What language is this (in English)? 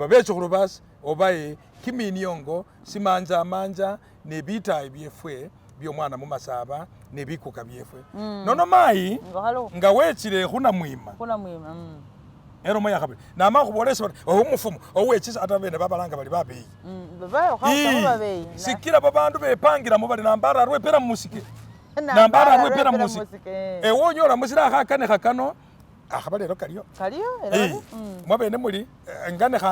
Masaaba